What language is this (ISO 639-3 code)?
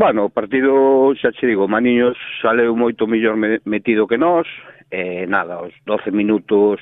glg